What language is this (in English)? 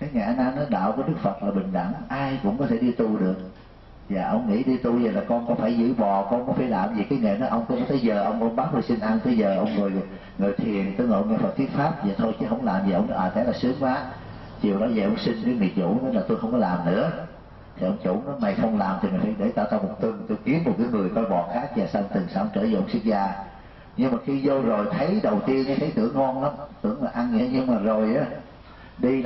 Vietnamese